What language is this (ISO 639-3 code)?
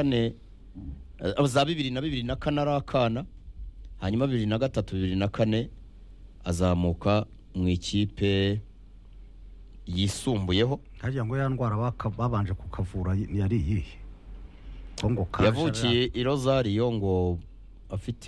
kin